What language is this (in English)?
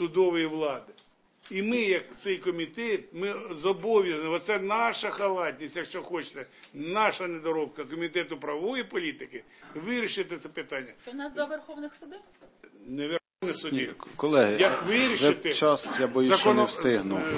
Ukrainian